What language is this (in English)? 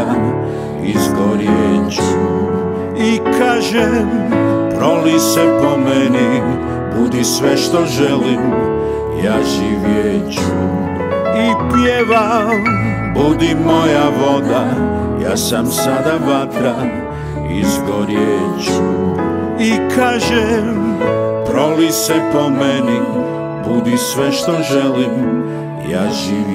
Serbian